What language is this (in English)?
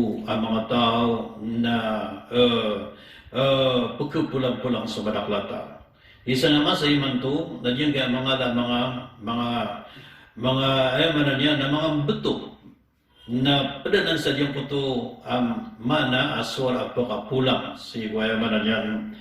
Maranao